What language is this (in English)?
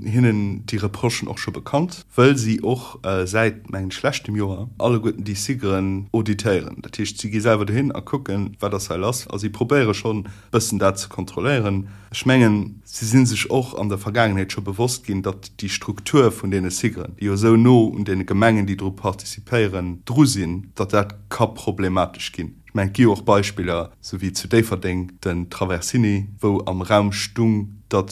Luxembourgish